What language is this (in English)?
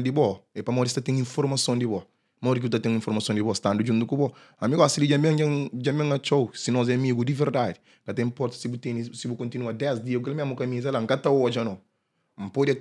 Kabuverdianu